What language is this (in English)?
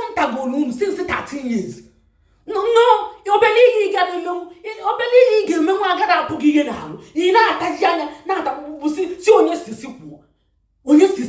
Igbo